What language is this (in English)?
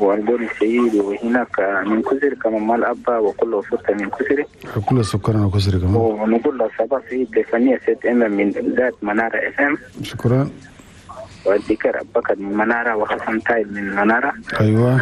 Chadian Arabic